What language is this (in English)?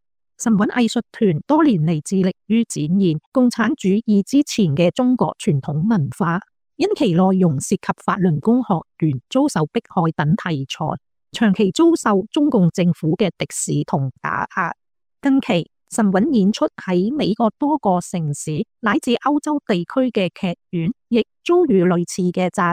Cantonese